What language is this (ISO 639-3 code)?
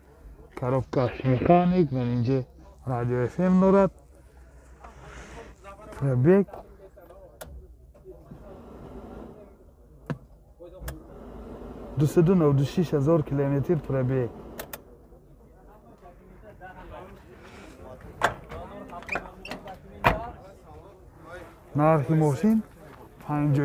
fas